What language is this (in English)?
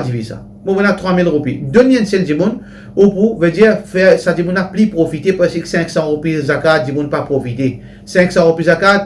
Morisyen